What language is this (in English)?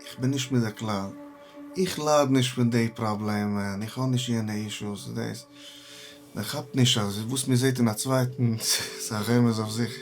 Yiddish